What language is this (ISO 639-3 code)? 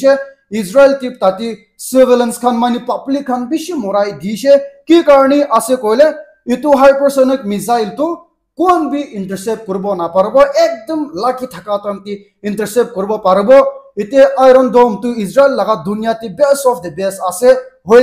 nag